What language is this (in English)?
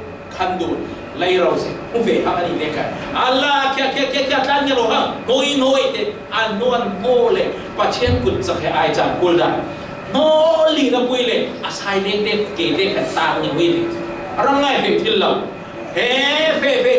Falam Chin